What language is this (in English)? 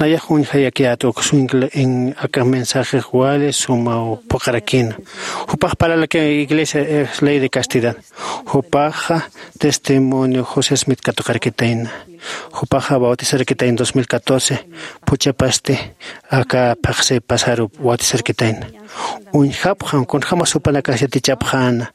Aymara